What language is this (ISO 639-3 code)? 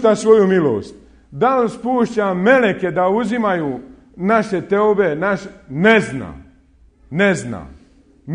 bos